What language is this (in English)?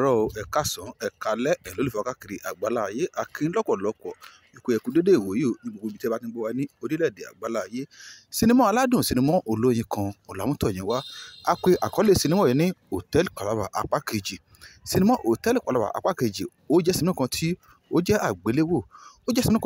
Yoruba